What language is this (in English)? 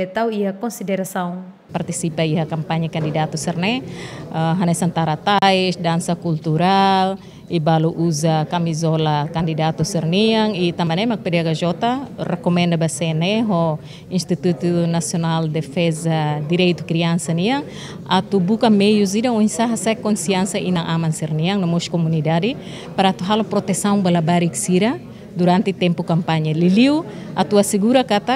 Tetum